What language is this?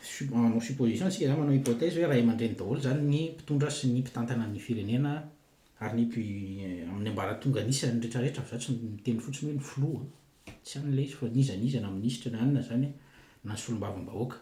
Malagasy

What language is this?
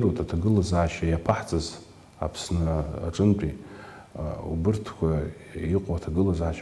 Abkhazian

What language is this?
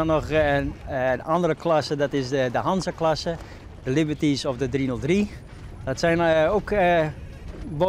Western Frisian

